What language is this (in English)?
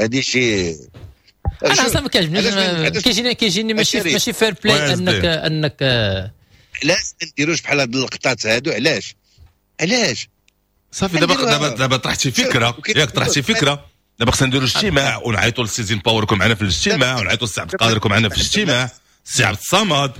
Moroccan Arabic